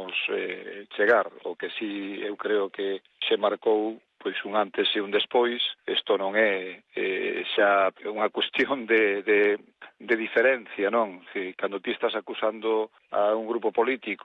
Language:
Galician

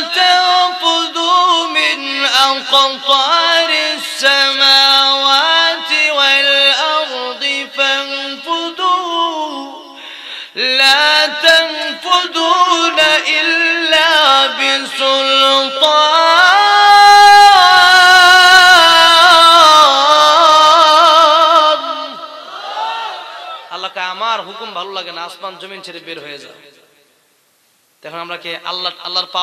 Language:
Bangla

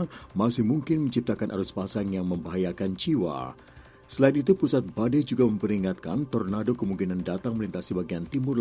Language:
Indonesian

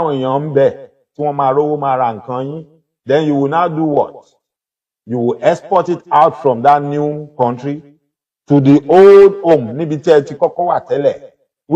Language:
Yoruba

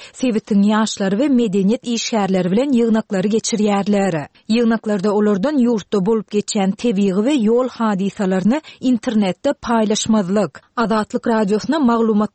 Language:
Turkmen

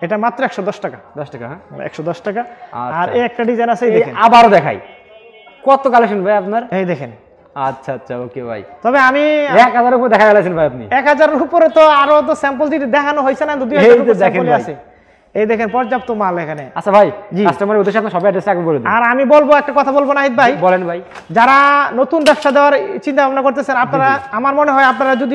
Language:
Bangla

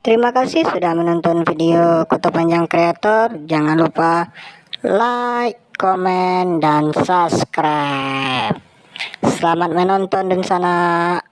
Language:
Minangkabau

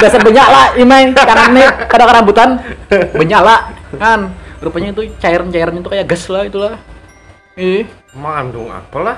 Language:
Banjar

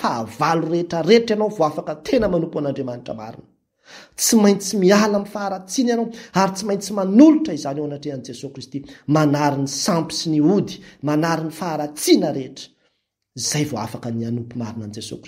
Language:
Malagasy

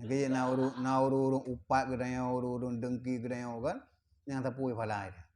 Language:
Achinese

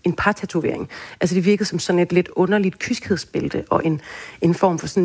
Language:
Danish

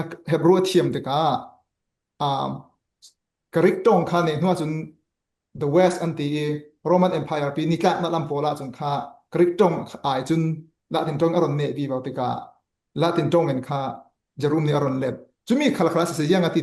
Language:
Falam Chin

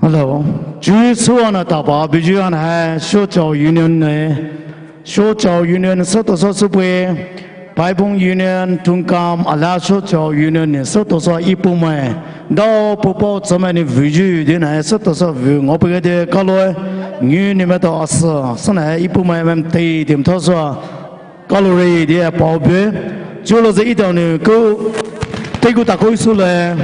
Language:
Poumei Naga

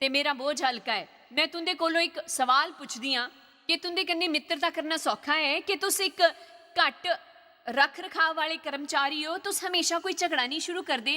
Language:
Dogri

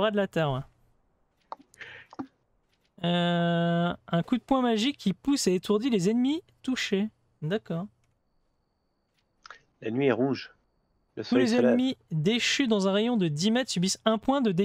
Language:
French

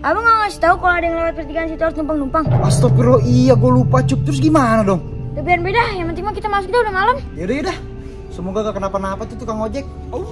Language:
Betawi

